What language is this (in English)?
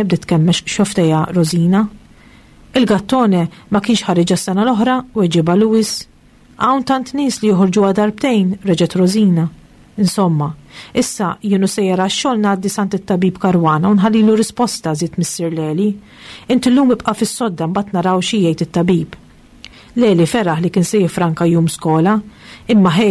Maltese